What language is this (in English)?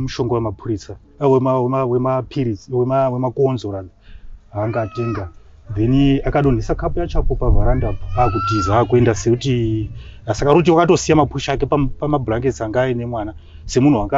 Shona